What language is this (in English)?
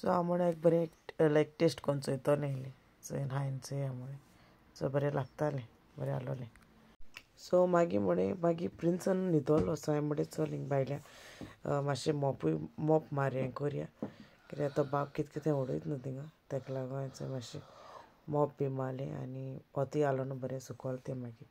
Konkani